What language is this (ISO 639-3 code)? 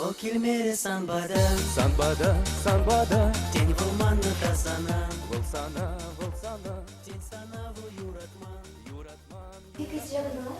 chv